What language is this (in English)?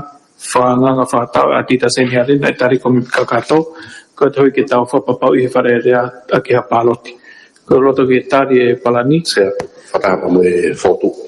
Tongan